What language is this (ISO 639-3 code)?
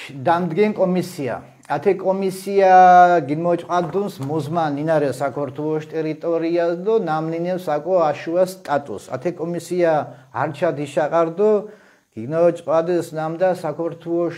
xmf